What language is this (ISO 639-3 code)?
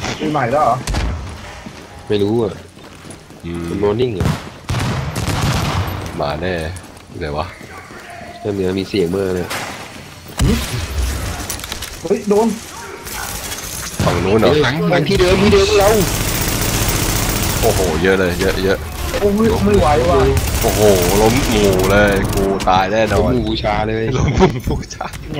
tha